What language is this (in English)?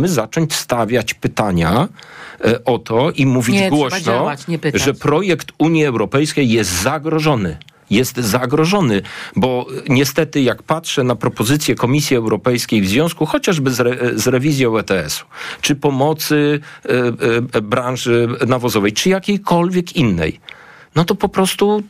Polish